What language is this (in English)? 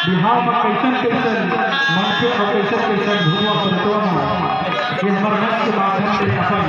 Chhattisgarhi